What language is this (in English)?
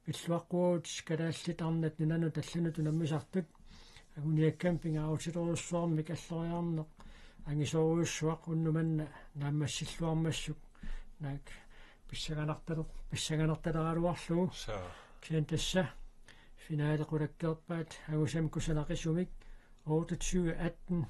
Kalaallisut